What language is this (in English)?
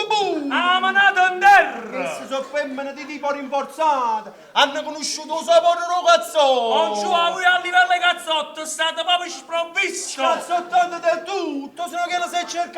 Neapolitan